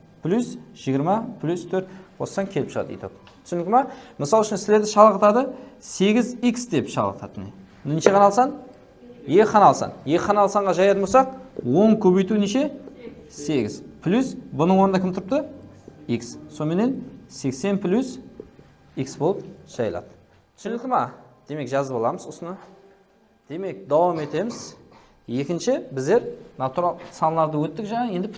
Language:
Kara-Kalpak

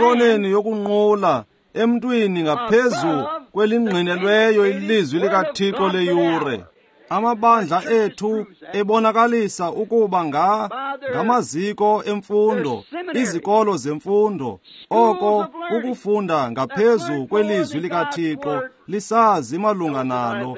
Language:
Xhosa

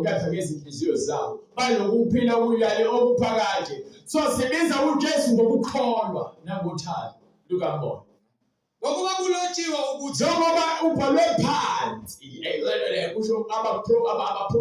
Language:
Zulu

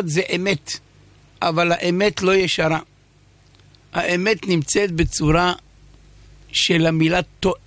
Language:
Hebrew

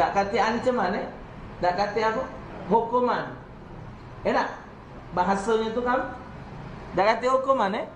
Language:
Musi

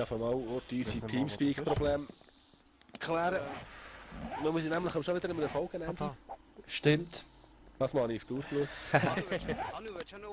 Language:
Swiss German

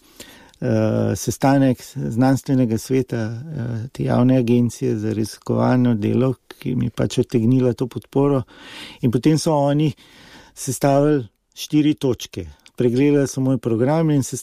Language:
Slovenian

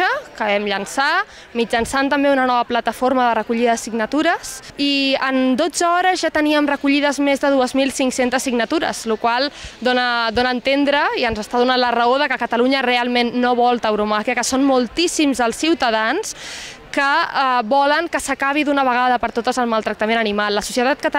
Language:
Catalan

